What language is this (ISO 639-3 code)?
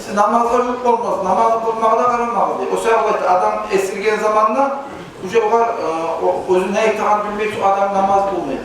kum